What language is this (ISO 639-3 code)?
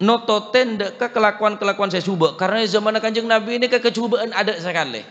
mad